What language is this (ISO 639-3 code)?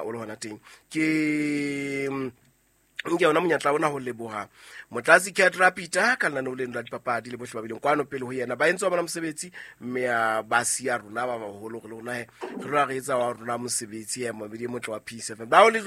sot